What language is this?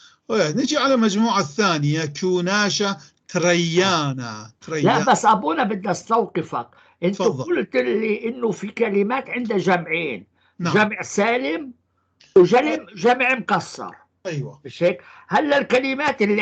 North Levantine Arabic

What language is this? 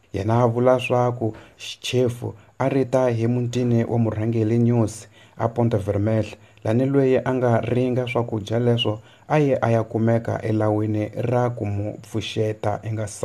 Tsonga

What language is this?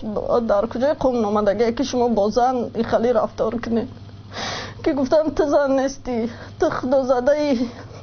Tajik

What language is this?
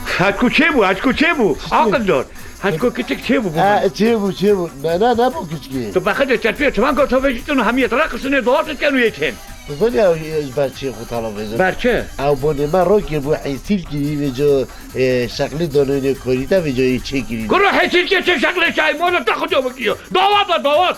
Kurdish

